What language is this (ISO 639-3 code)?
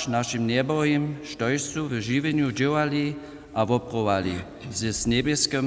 hsb